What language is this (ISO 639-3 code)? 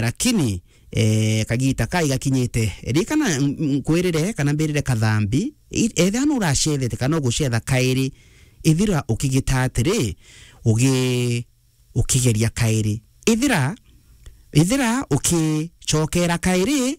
mer